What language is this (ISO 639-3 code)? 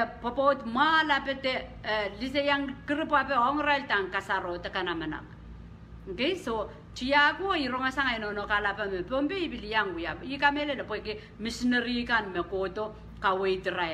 pon